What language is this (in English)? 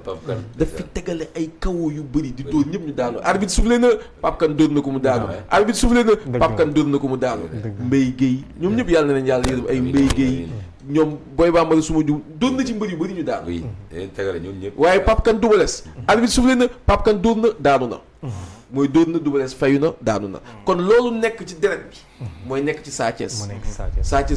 Wolof